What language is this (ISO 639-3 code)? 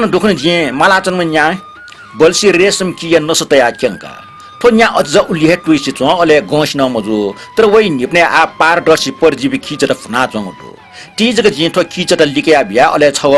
new